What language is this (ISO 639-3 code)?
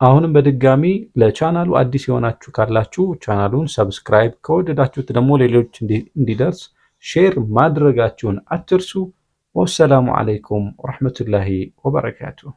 amh